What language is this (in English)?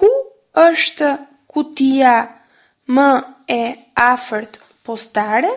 Albanian